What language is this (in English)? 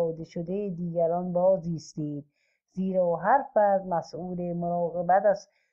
Persian